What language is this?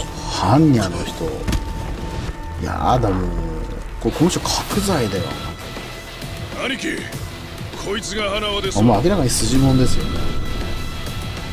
Japanese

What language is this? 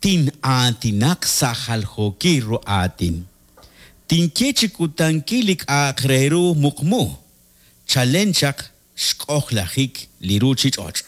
Kekchí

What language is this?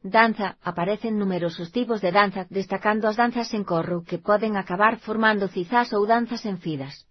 Galician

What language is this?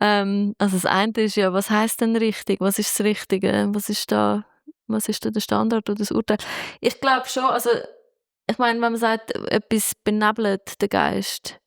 Swiss German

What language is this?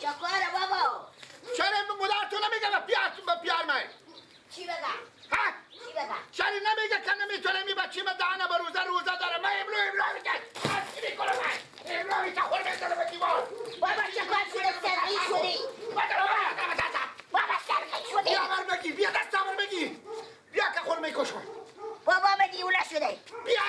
Persian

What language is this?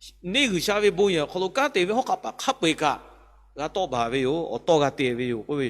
Lahu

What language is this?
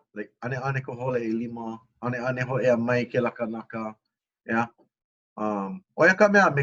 Hawaiian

